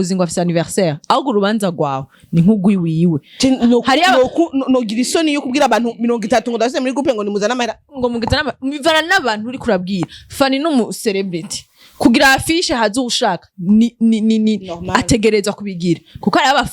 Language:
Rundi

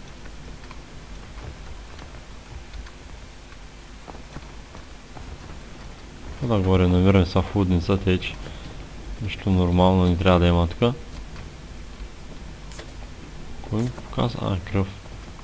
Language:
Bulgarian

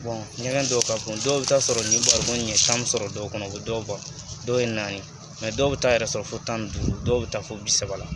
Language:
Bambara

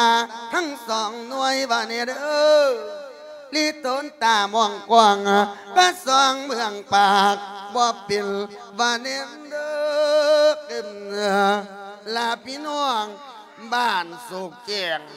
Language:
Lao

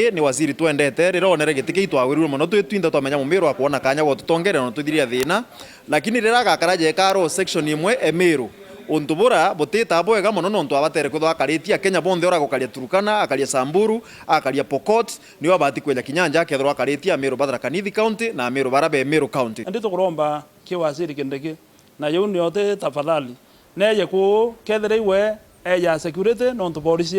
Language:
Meru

